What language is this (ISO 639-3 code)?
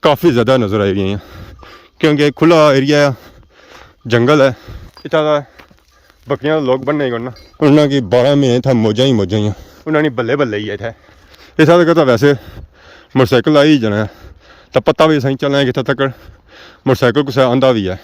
phr